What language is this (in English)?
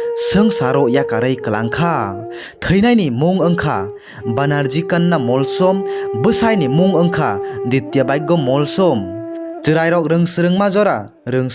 Kok Borok